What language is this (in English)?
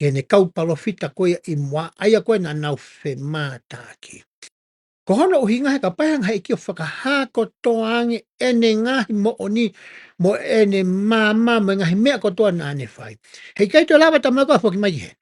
Tongan